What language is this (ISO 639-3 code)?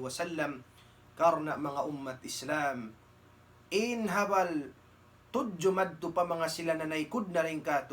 tsg